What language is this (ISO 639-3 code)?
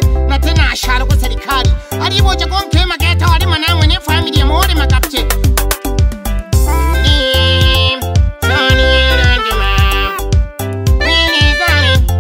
swa